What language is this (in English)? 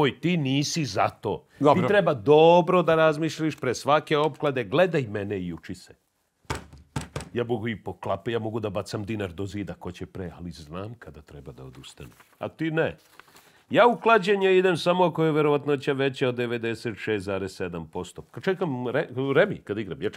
Serbian